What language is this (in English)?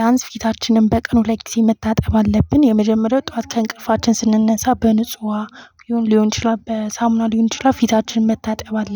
Amharic